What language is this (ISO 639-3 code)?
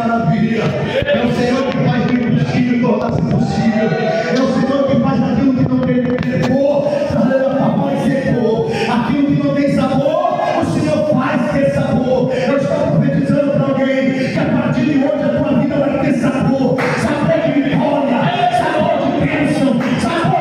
por